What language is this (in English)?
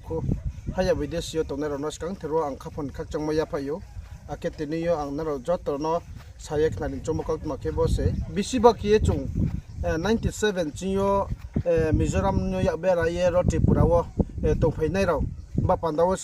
Riang (India)